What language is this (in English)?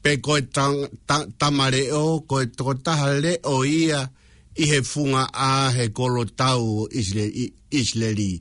Tongan